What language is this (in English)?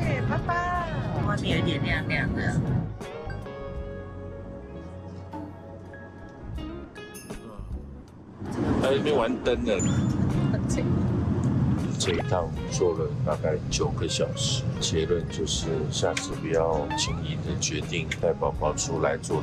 Chinese